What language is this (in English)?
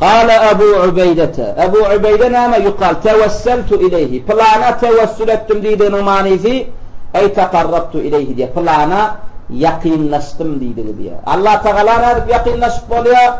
Turkmen